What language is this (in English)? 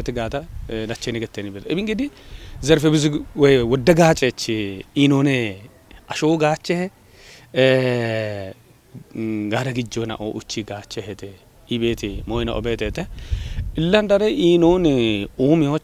Kafa